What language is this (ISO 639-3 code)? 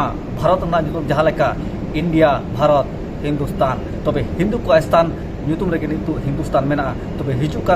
sat